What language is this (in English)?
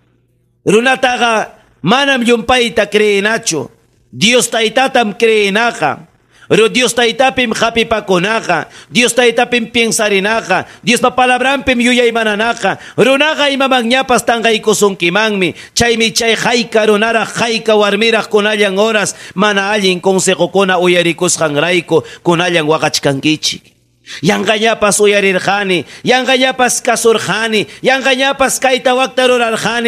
Ayacucho Quechua